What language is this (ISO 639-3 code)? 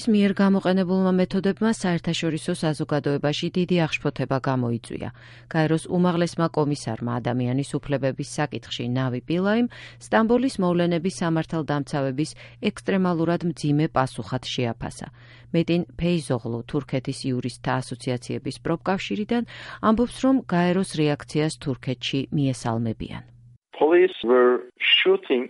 kat